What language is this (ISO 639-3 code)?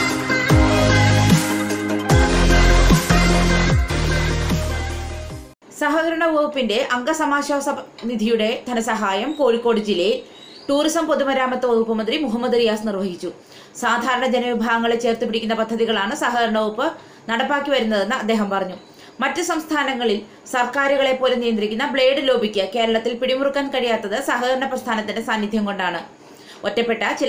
mal